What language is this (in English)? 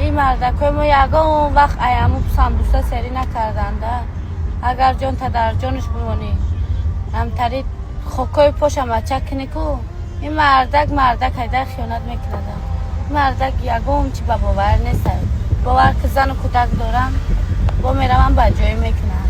Tajik